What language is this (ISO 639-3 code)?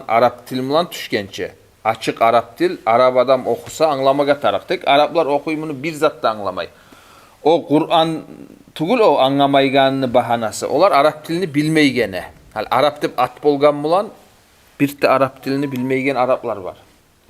kum